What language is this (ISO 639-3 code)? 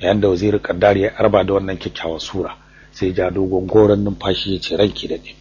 hau